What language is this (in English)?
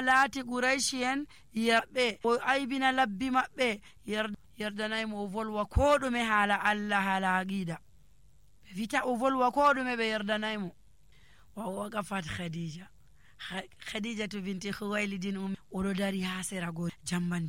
Nigerian Fulfulde